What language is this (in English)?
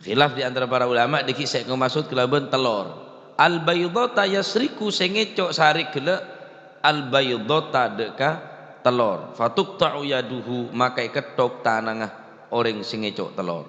Madurese